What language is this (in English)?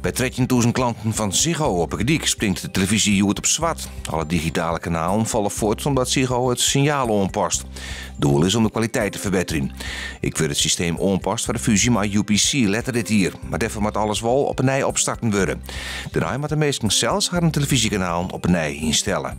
Western Frisian